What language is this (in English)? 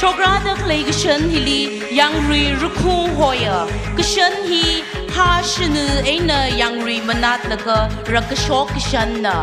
Tangkhul Naga (India)